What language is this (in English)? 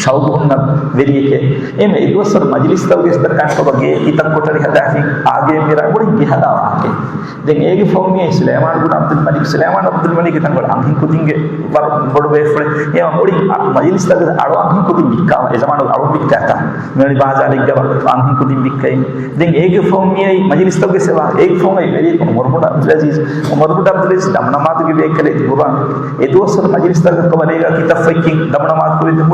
Divehi